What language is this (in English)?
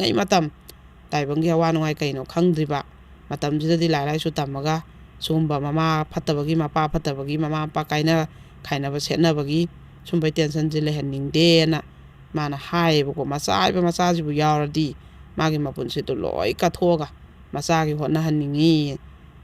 Manipuri